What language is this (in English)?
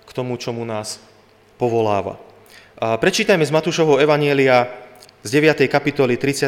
Slovak